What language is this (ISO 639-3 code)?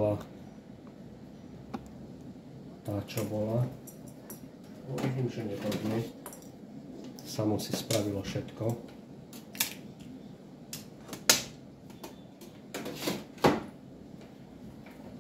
slk